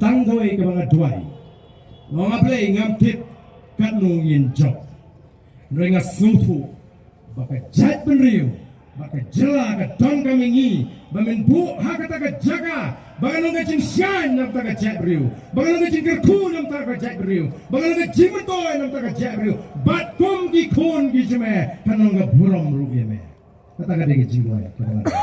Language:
Khasi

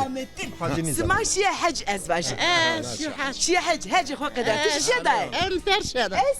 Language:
Zaza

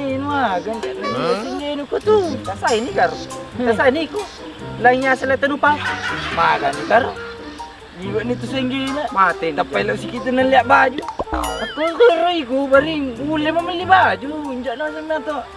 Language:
Buginese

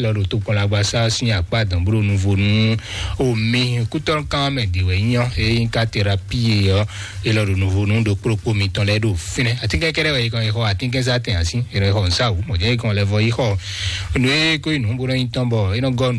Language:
Fon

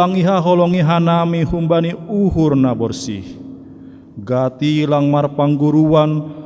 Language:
Batak Simalungun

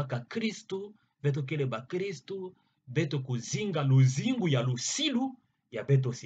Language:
Kituba (Democratic Republic of Congo)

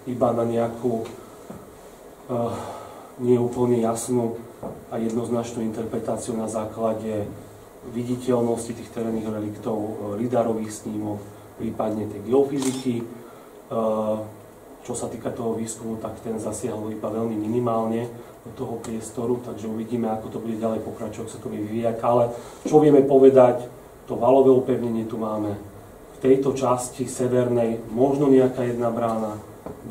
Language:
Slovak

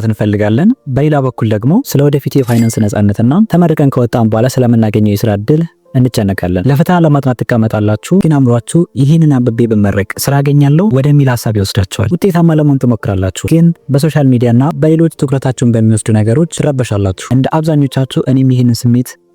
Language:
Amharic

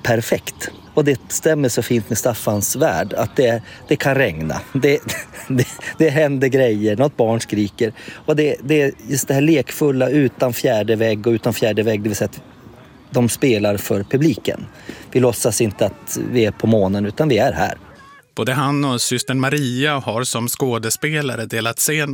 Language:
Swedish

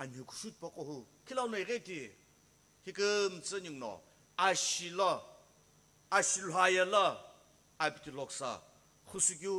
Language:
Sumi Naga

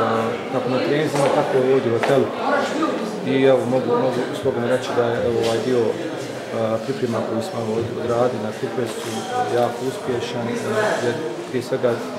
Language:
Bosnian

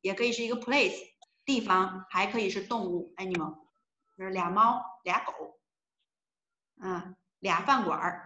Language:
Chinese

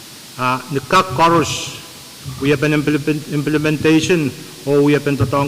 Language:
Pohnpeian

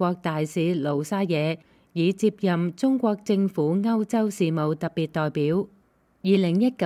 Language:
Cantonese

